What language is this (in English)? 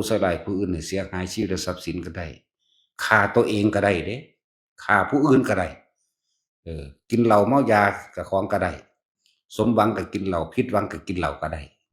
Northeastern Thai